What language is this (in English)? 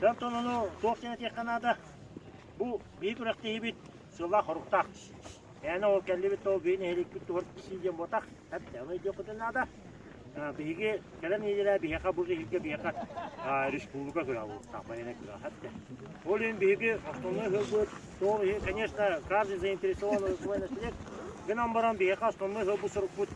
Yakut